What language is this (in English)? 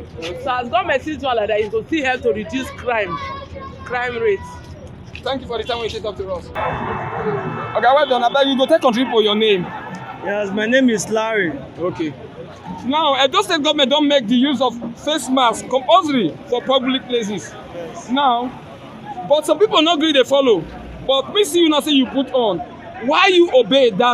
Nigerian Pidgin